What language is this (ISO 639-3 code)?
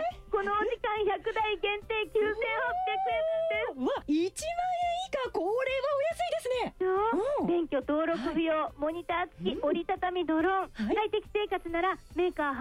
jpn